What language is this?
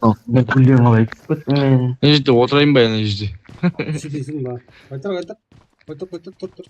Kara-Kalpak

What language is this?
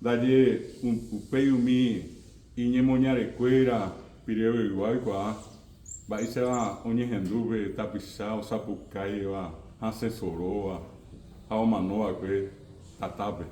Guarani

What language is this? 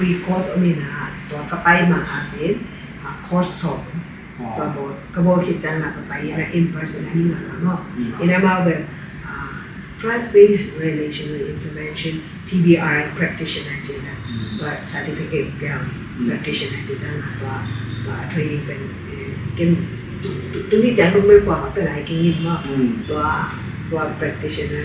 Tedim Chin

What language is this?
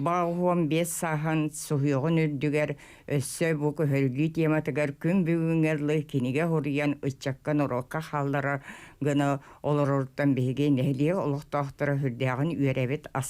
Yakut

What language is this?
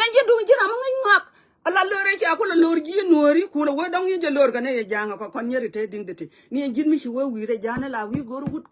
Nuer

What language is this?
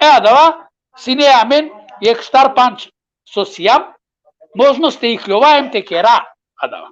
Balkan Romani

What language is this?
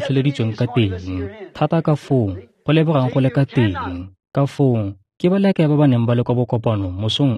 Tswana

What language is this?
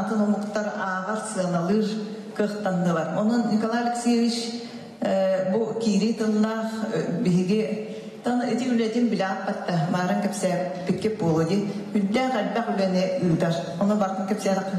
Yakut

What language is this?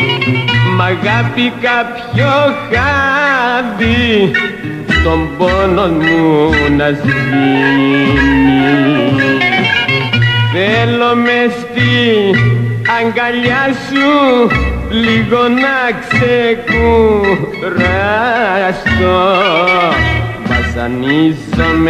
Greek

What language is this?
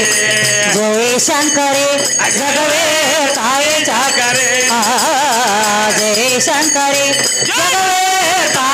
Kannada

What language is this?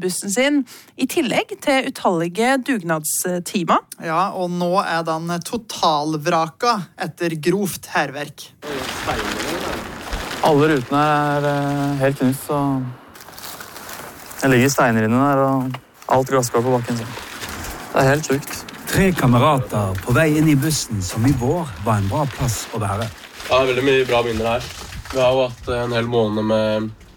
Norwegian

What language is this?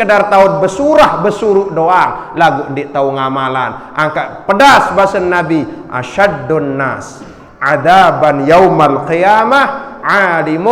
Sasak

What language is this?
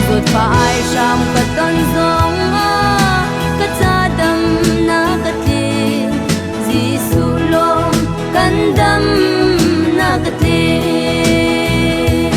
Hakha Chin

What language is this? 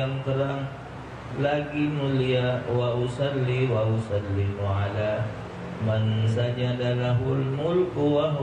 Musi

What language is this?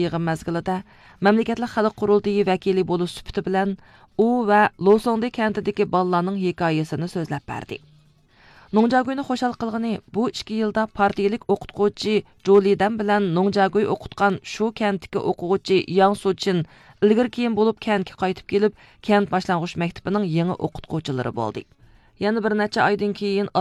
Uyghur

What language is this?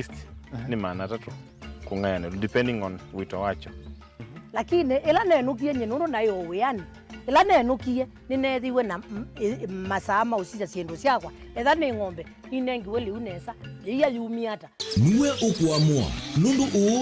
Kamba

